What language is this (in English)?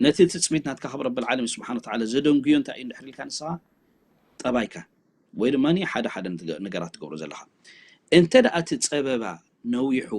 Tigrinya